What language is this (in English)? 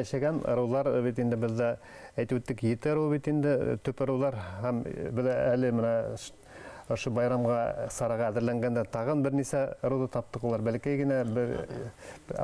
Bashkir